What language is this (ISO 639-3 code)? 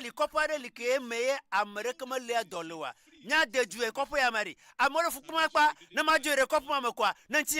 ewe